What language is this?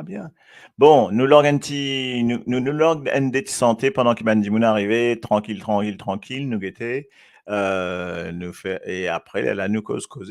Morisyen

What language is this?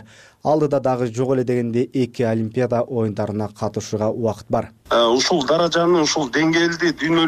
Kyrgyz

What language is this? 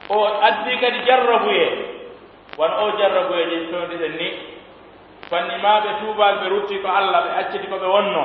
Pular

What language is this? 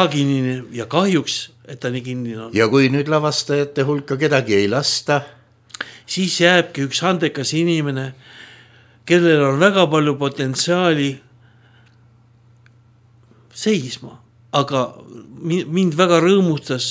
Estonian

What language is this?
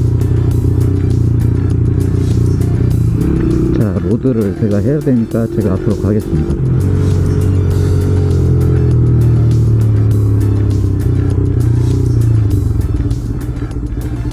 Korean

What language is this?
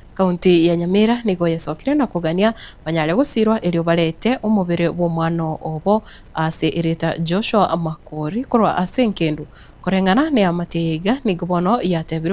Gusii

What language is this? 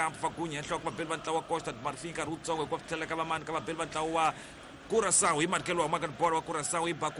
Tsonga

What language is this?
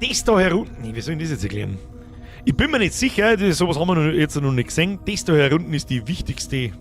Bavarian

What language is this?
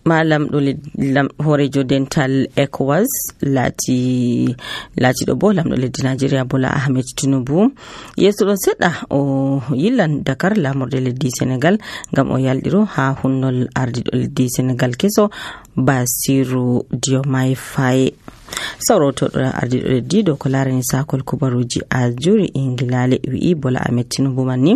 Nigerian Fulfulde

